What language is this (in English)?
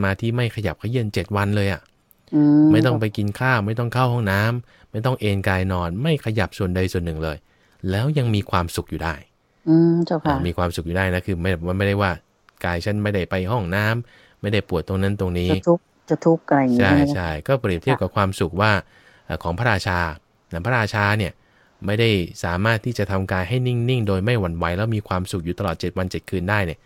Thai